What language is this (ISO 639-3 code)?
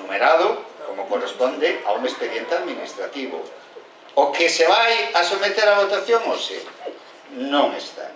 glg